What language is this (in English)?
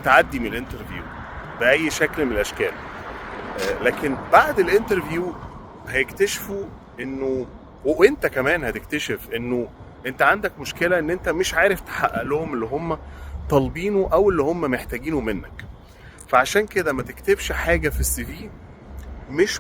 Egyptian Arabic